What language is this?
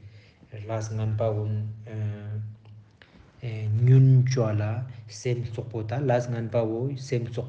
Ladakhi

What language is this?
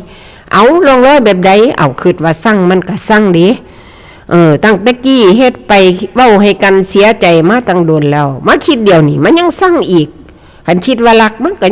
Northeastern Thai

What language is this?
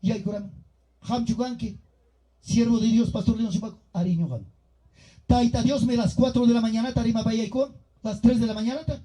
Ayacucho Quechua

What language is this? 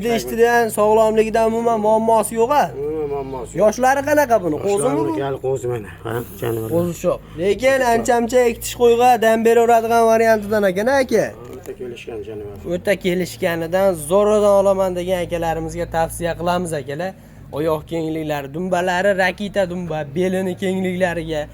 Uzbek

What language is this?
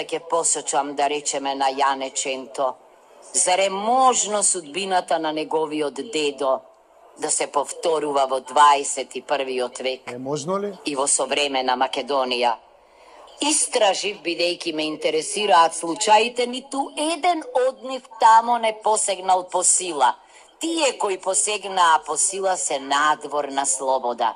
Macedonian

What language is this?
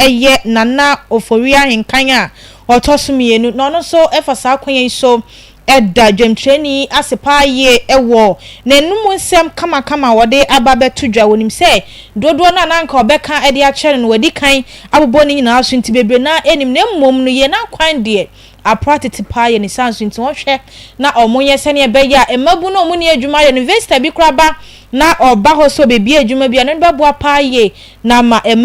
Akan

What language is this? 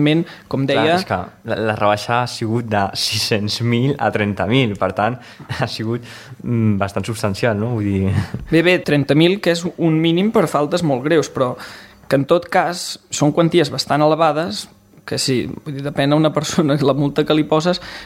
Catalan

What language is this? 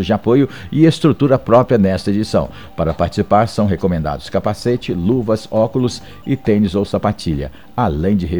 Portuguese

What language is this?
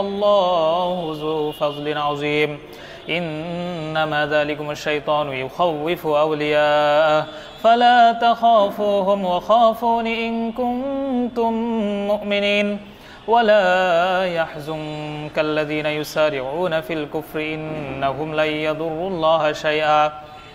Arabic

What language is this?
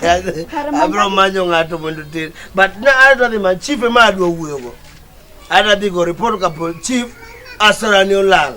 Luo (Kenya and Tanzania)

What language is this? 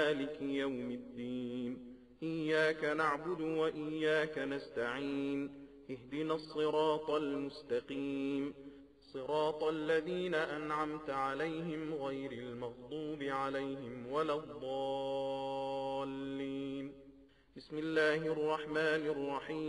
Arabic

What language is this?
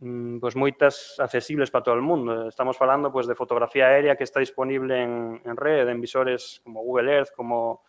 Galician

